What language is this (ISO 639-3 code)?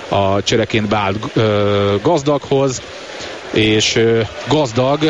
hun